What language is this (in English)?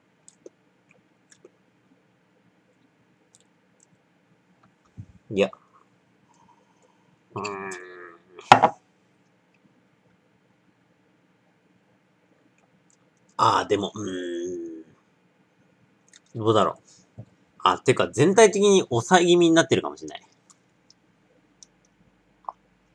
Japanese